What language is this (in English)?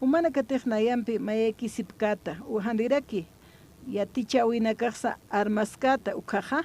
Aymara